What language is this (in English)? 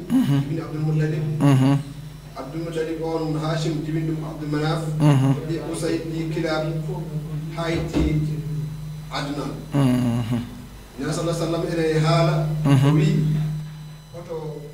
Fula